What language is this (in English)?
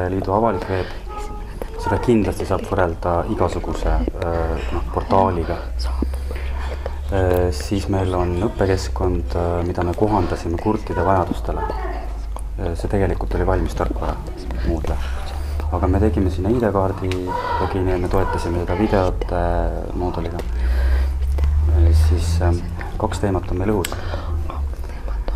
Estonian